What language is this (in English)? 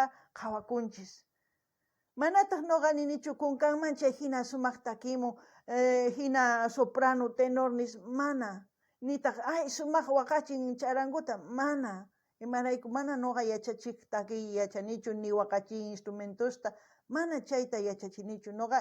South Bolivian Quechua